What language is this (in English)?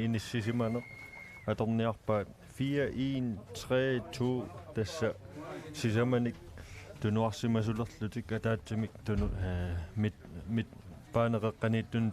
Kalaallisut